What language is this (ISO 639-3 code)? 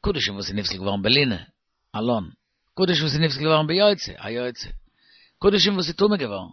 yid